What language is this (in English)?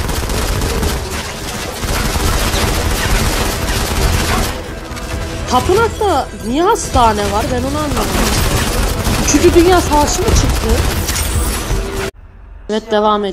Turkish